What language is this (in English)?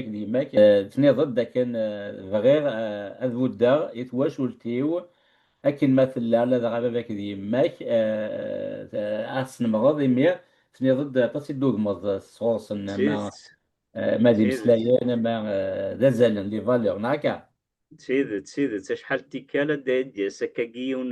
Kabyle